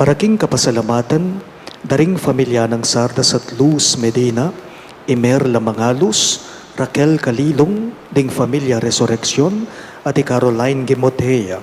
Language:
Pampanga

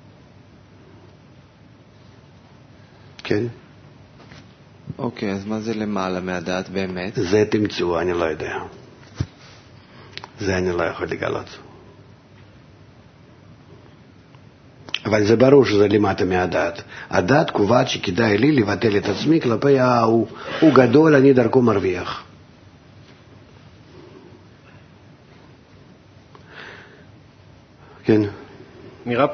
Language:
Hebrew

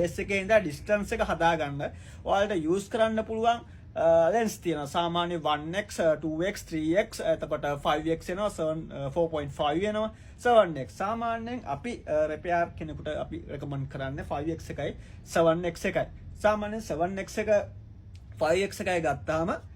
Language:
Sinhala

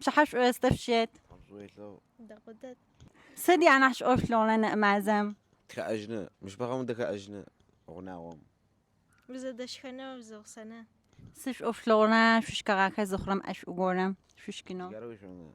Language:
Adyghe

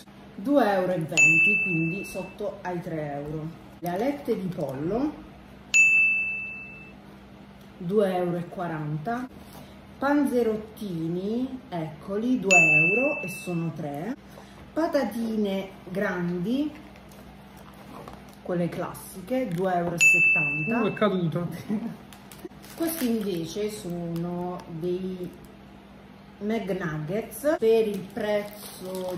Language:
Italian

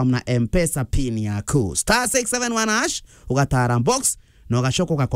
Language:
Meru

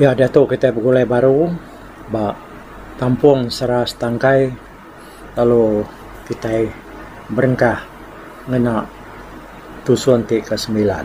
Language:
Iban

